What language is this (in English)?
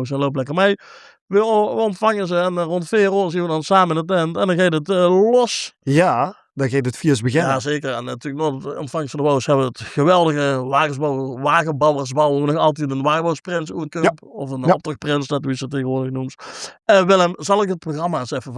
Limburgish